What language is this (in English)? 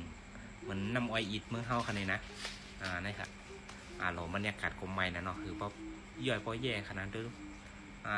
Shan